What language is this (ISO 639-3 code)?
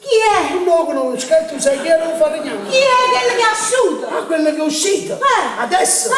nap